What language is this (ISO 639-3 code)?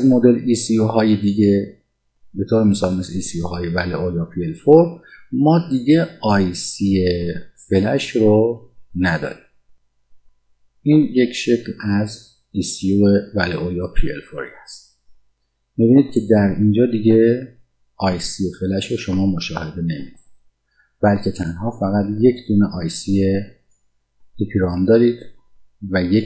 fas